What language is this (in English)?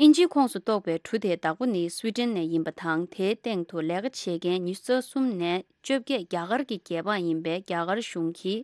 Tibetan